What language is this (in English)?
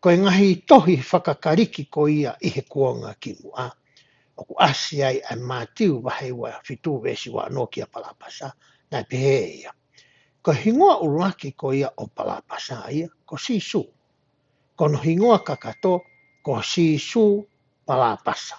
Tongan